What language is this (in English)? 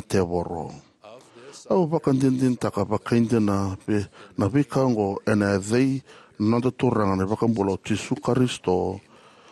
Fijian